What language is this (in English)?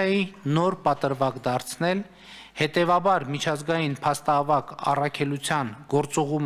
Armenian